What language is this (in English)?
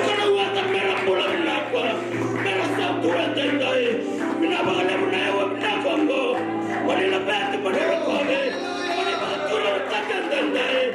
Fijian